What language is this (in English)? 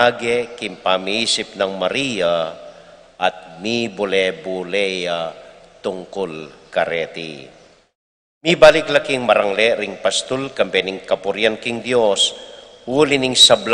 Pampanga